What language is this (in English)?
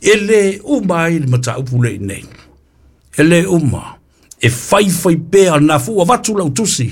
Samoan